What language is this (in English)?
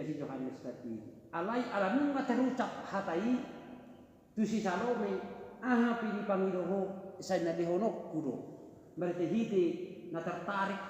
Batak Toba